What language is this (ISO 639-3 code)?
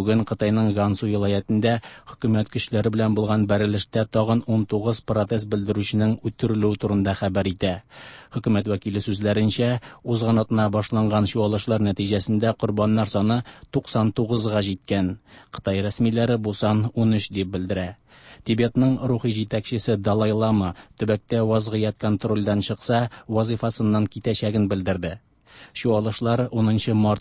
tat